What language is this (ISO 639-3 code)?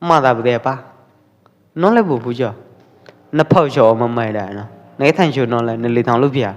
kjp